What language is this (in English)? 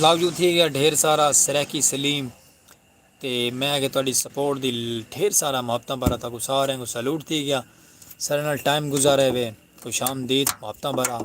Saraiki